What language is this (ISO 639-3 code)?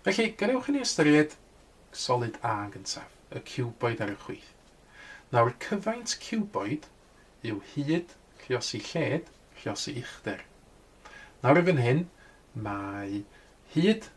cym